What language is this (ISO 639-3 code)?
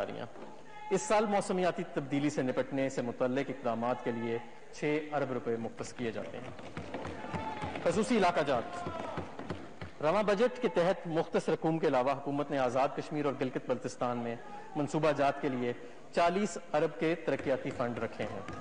urd